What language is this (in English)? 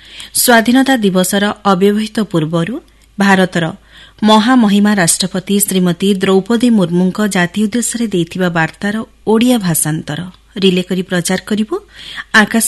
Odia